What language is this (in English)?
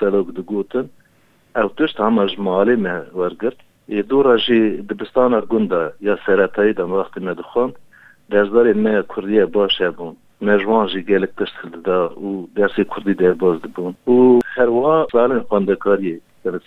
Kurdish